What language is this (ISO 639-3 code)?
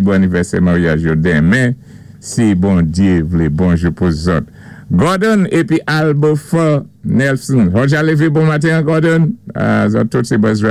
acf